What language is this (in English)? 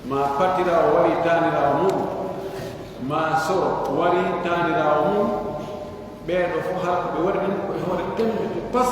Pular